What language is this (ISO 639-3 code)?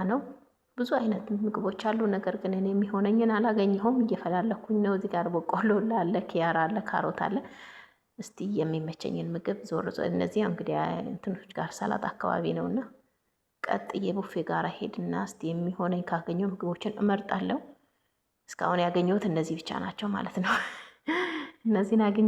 amh